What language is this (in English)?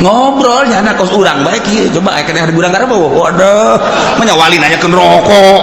Sundanese